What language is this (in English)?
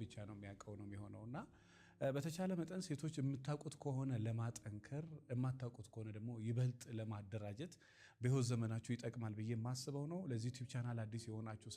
Amharic